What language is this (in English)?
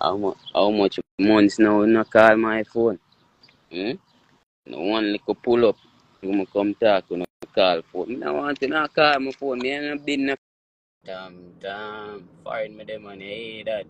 Jamaican Creole English